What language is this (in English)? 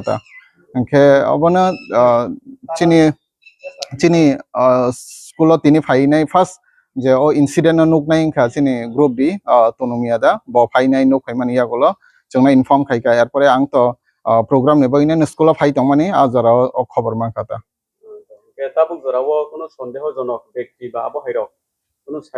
Riang (India)